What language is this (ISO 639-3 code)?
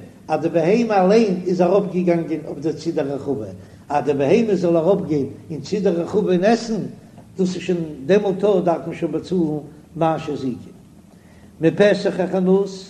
yid